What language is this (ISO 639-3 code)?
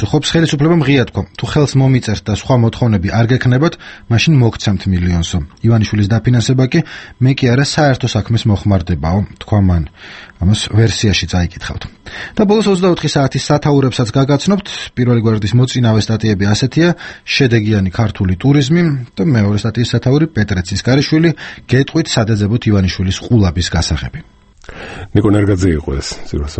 kat